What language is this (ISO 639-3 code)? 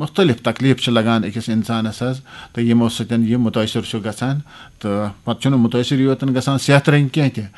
kas